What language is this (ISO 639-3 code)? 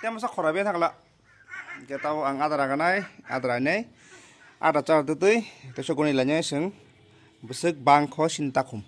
trp